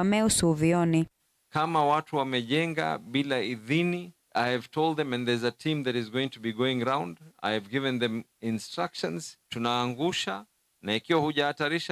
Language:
Kamba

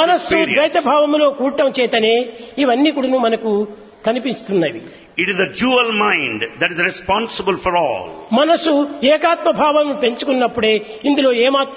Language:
Telugu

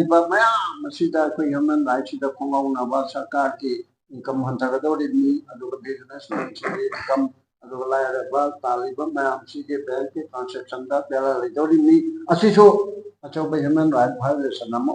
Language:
Manipuri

